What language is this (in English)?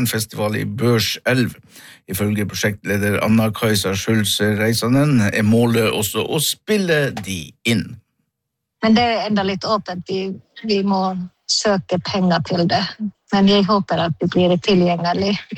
Norwegian